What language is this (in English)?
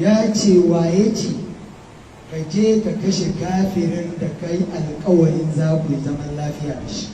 Hausa